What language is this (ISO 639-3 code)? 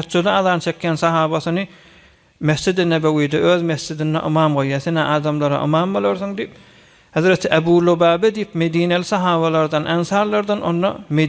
tuk